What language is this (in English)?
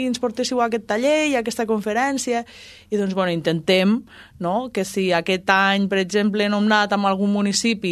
Catalan